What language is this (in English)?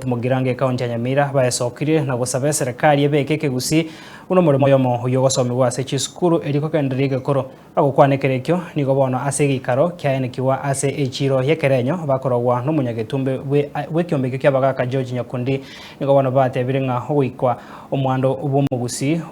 Gusii